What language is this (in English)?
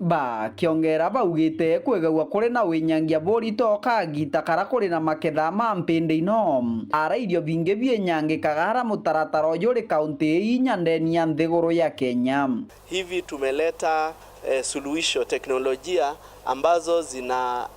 Meru